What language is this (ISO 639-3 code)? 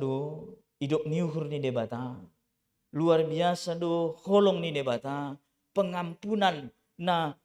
bts